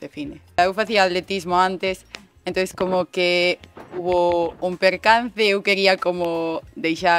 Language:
Galician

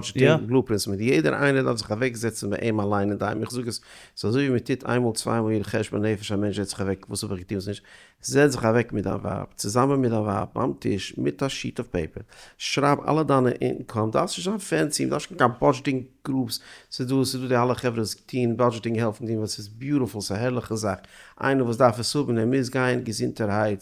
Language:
Yiddish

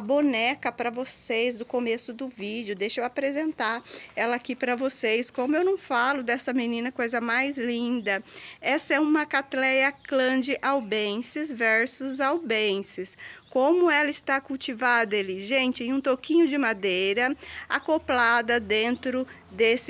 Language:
Portuguese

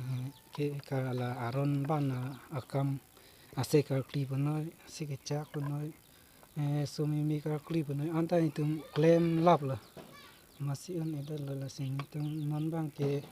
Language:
Karbi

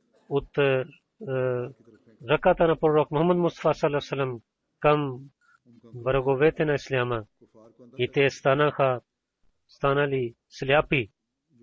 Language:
Bulgarian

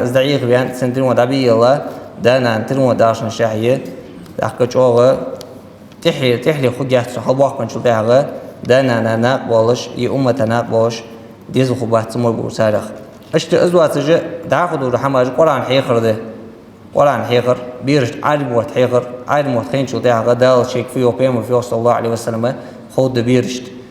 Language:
Ingush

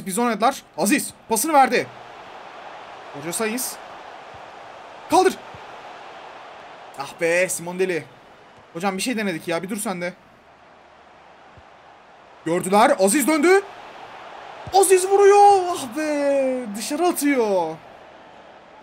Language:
Turkish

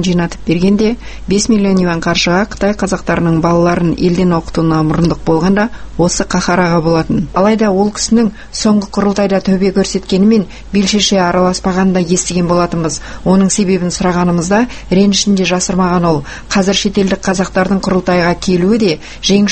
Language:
Kazakh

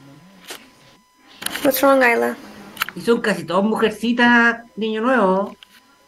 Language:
Spanish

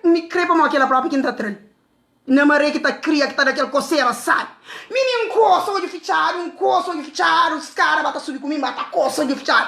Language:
Kabuverdianu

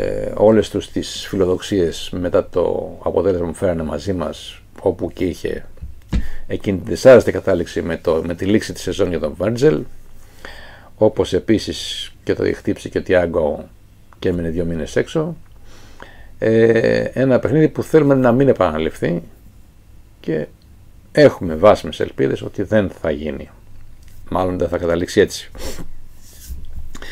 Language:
Greek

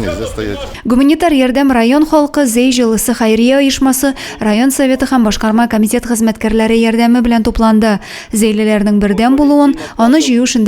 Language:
Tatar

